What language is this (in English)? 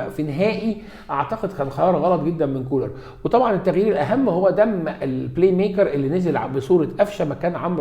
Egyptian Arabic